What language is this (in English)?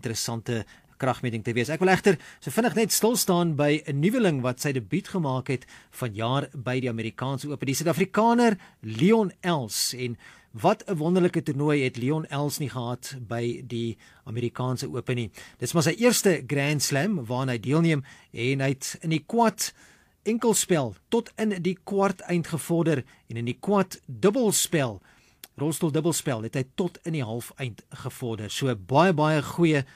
Afrikaans